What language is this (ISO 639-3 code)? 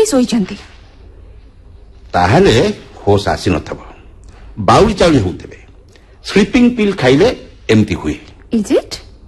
ori